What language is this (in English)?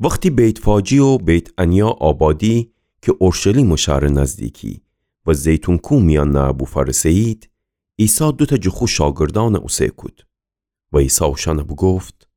Gilaki